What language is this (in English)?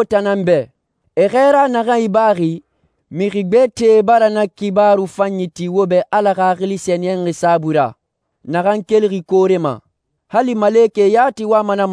Susu